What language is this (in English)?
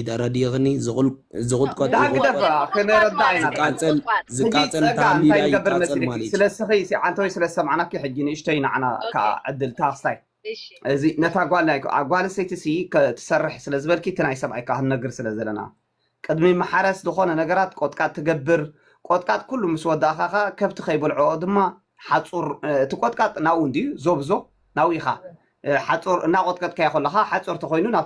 Tigrinya